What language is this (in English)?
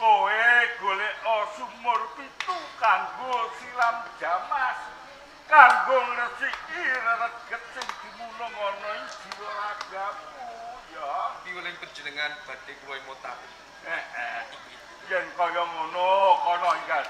Javanese